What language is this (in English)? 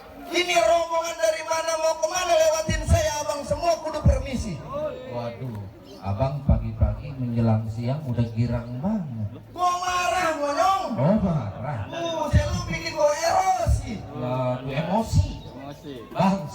Betawi